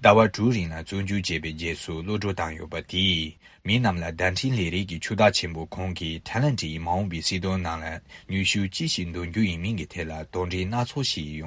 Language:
Tibetan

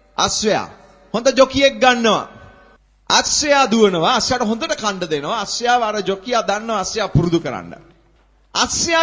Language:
Sinhala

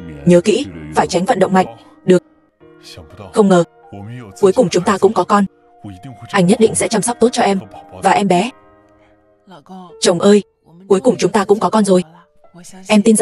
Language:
Vietnamese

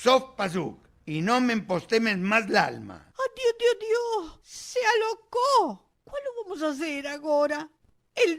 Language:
Ladino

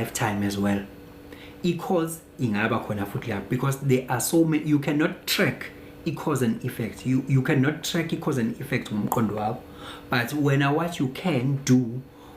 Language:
Zulu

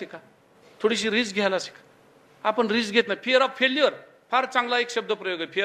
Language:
Marathi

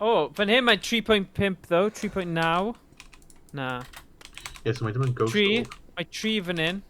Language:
Welsh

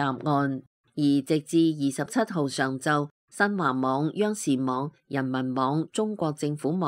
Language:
Cantonese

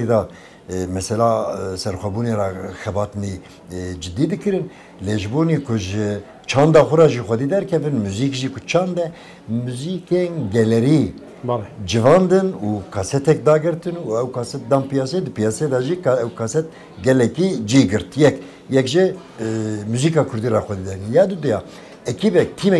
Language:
Kurdish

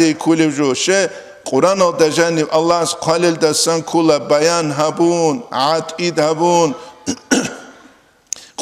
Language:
Avaric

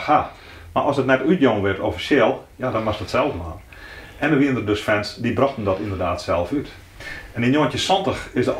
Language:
Western Frisian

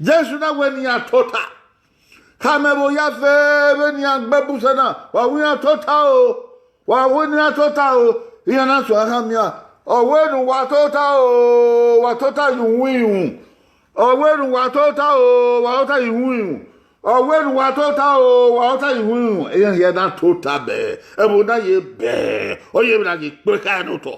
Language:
Bini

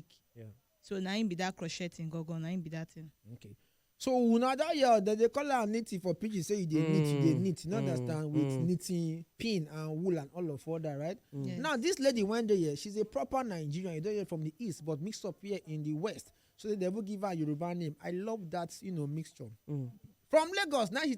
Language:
Nigerian Pidgin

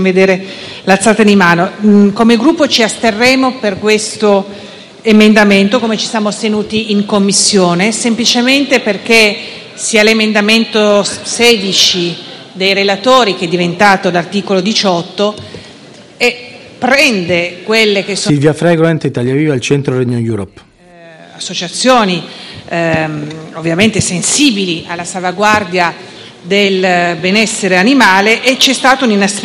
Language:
Italian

